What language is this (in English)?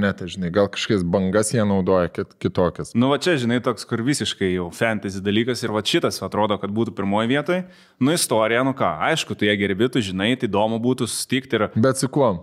Lithuanian